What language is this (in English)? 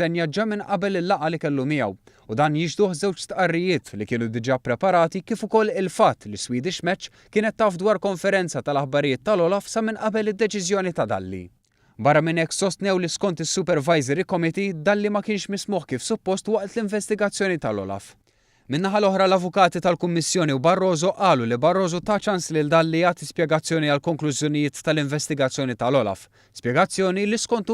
Maltese